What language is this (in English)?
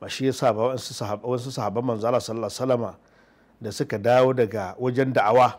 Hausa